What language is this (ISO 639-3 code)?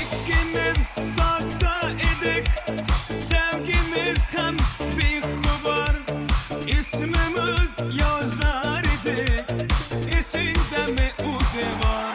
tuk